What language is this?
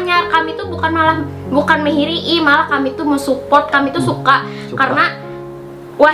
Banjar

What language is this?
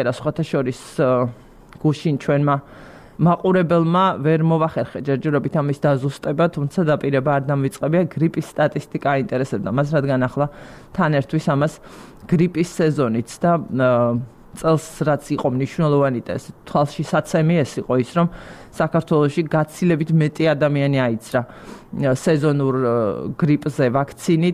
Georgian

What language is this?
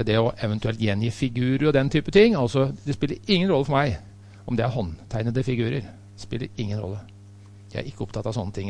Norwegian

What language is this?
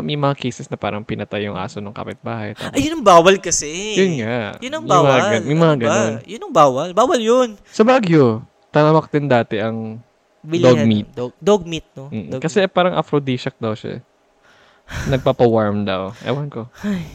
Filipino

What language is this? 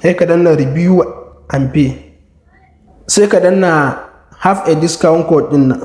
Hausa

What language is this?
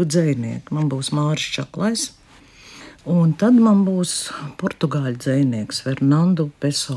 Latvian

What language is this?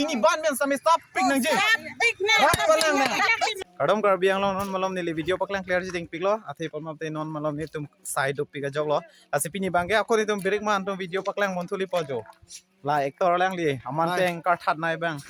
Karbi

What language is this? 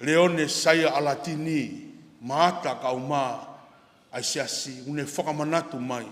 Tongan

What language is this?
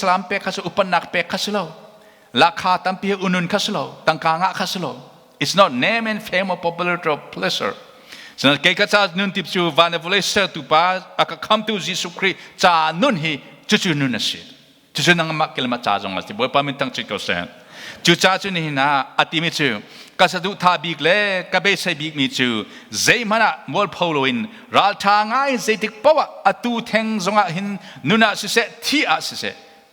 Hakha Chin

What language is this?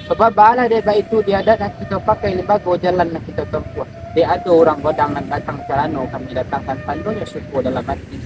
Minangkabau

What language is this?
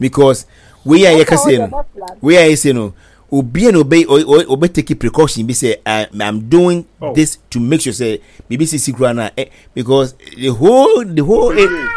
Akan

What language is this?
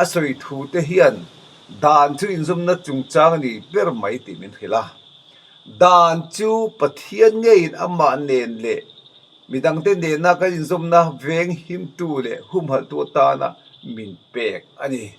Mizo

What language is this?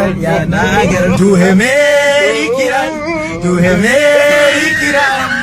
Chhattisgarhi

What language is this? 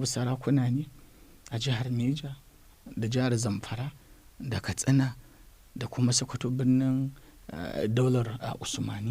Hausa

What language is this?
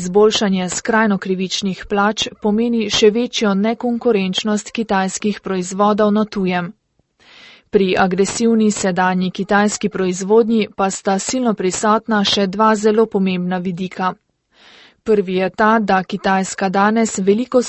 Slovenian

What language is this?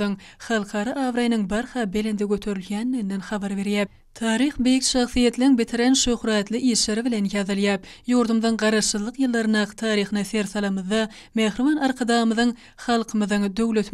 Turkmen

